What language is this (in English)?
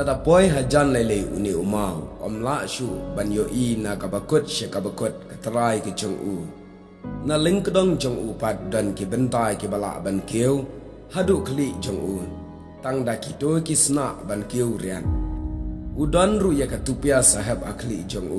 Khasi